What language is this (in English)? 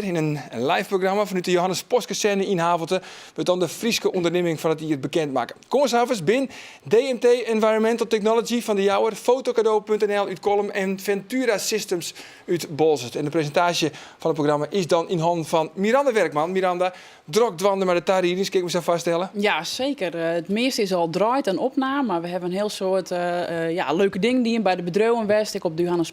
Western Frisian